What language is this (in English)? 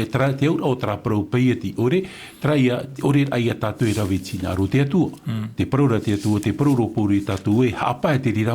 Tahitian